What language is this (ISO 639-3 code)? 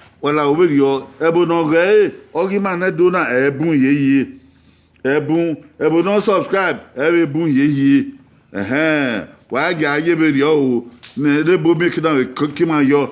bin